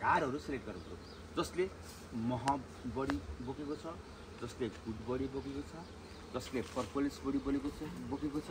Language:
Nepali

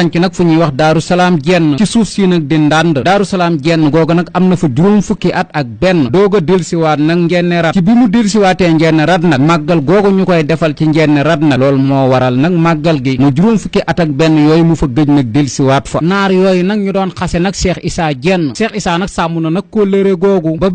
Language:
Wolof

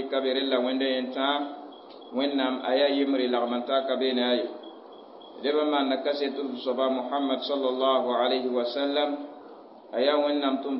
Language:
Mossi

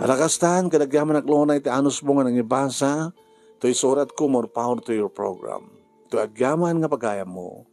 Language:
Iloko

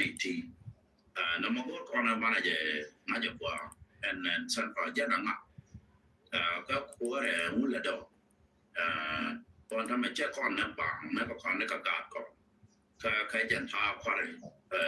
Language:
Nuer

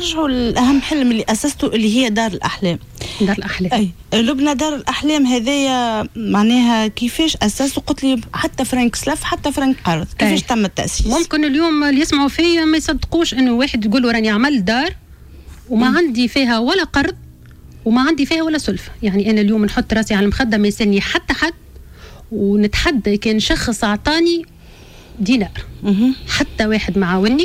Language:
Tunisian Arabic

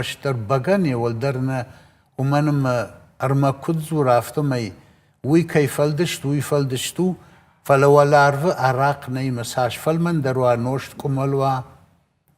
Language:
Ossetic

